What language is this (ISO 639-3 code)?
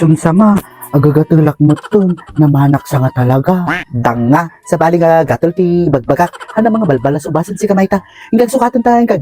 ilo